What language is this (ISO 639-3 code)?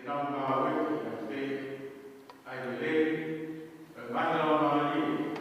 ton